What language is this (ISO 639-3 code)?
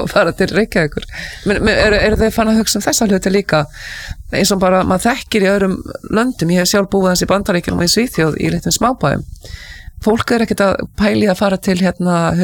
isl